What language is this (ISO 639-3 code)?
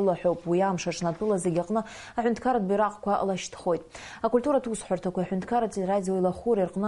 abk